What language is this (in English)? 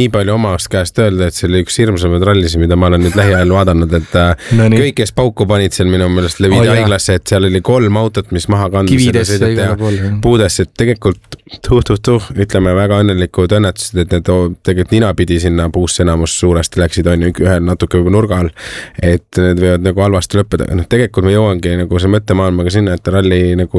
Estonian